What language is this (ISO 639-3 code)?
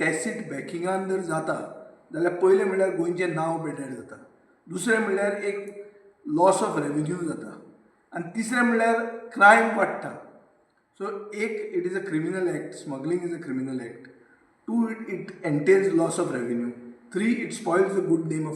kok